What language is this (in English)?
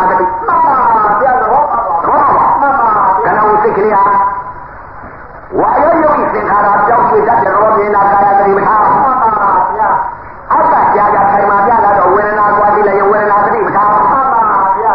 Burmese